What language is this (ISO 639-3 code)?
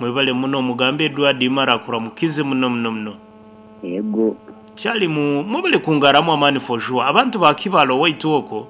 nyn